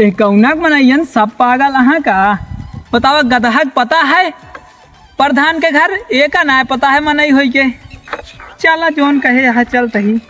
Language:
Awadhi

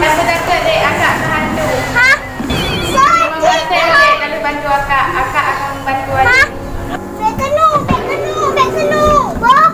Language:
Achinese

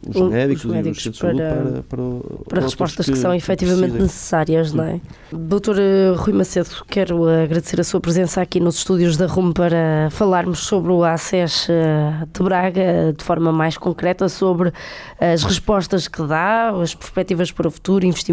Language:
Portuguese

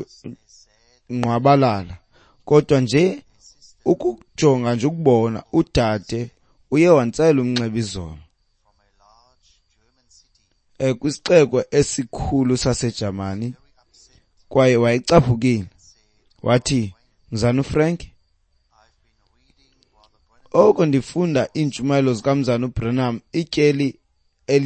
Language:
Xhosa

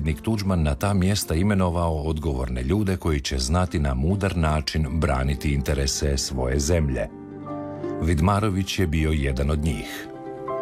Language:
Croatian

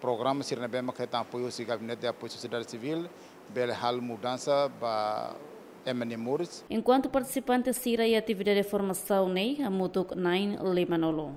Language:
Tetum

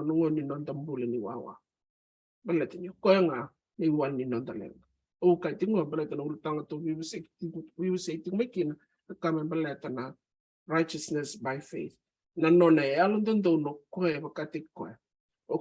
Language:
Fijian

